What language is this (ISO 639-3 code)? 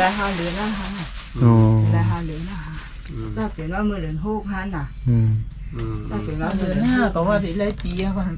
shn